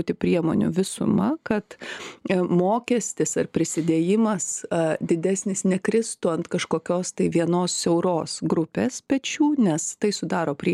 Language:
Lithuanian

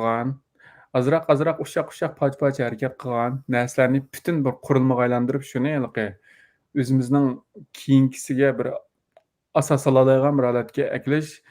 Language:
Uyghur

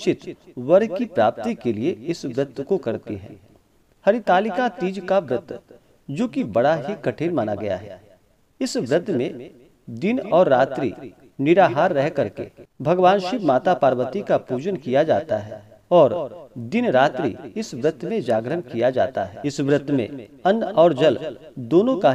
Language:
Hindi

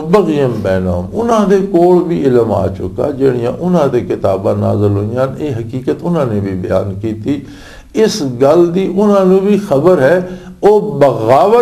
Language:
Western Panjabi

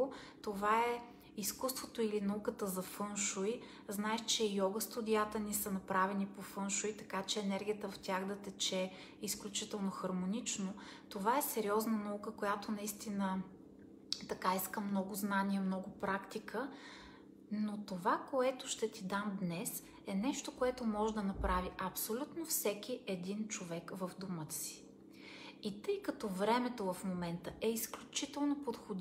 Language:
Bulgarian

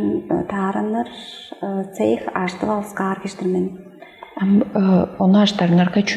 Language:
Tuvinian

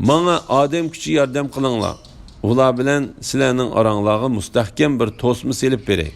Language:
Uyghur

